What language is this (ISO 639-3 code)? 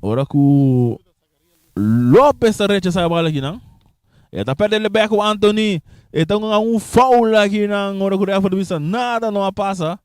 pap